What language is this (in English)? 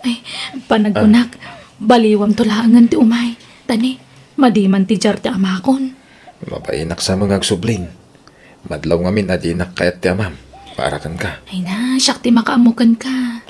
Iloko